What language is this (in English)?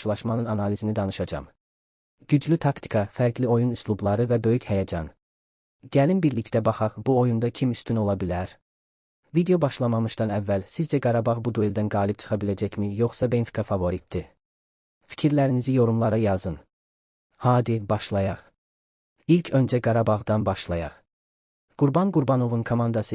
Azerbaijani